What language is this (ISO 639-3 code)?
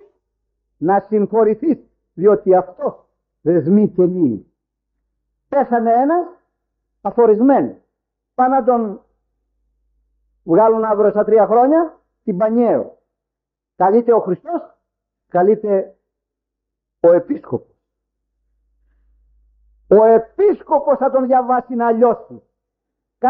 ell